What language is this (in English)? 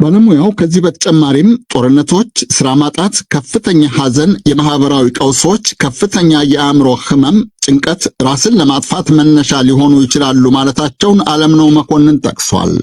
Amharic